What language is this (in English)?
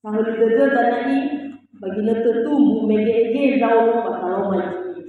Nias